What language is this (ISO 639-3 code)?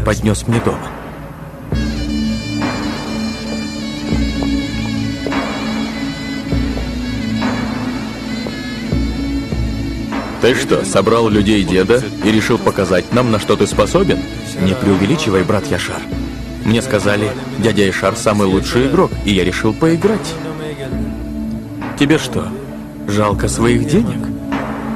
rus